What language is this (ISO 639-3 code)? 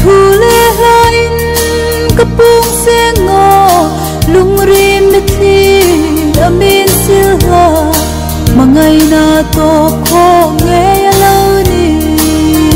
hmr